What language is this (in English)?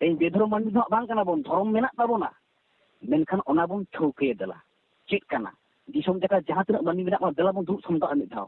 Santali